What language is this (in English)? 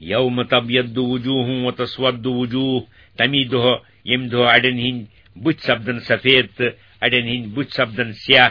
Kashmiri